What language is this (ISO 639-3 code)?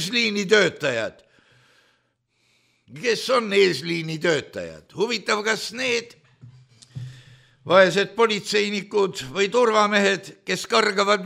est